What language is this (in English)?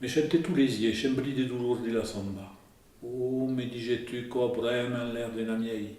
Occitan